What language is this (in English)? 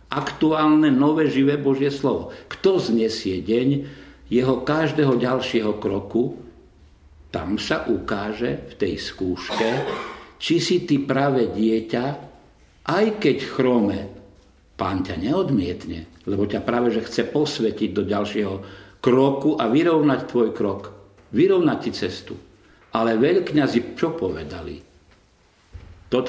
Slovak